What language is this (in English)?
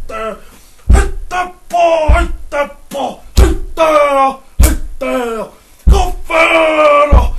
Māori